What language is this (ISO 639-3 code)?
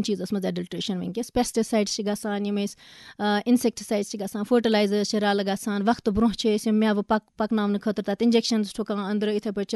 kas